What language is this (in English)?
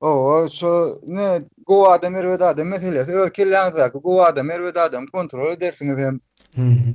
Turkmen